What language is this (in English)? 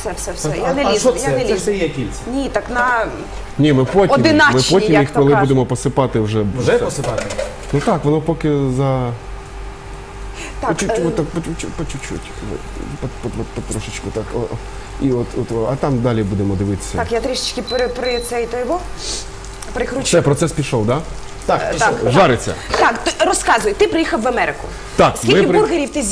Ukrainian